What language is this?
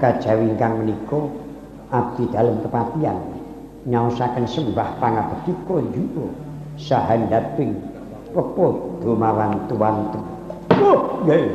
Javanese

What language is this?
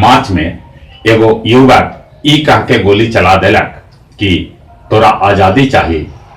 Magahi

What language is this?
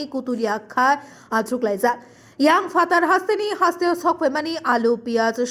Kok Borok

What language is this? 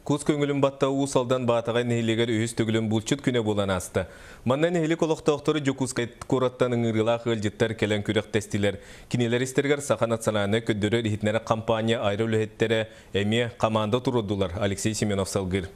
Yakut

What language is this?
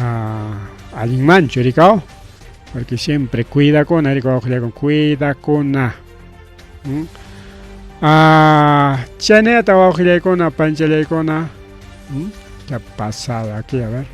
Ayacucho Quechua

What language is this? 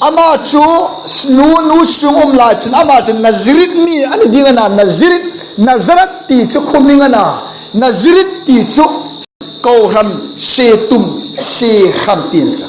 Hmar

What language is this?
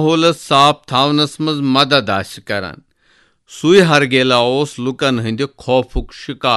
Kashmiri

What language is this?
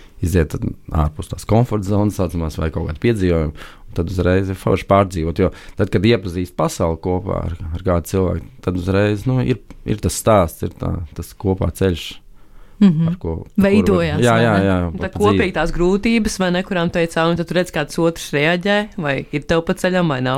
Latvian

